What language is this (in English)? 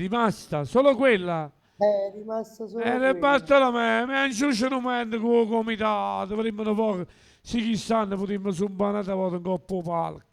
Neapolitan